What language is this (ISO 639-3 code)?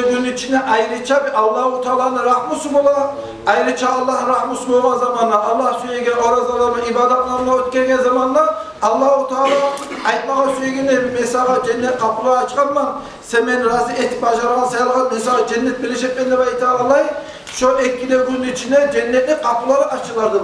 kum